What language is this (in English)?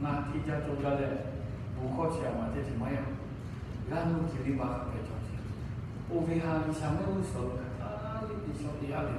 Lahu